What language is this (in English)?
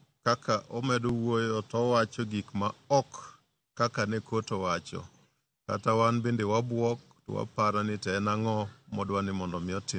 Luo (Kenya and Tanzania)